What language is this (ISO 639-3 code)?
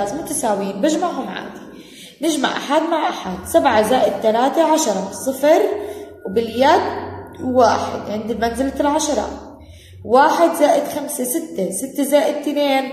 ara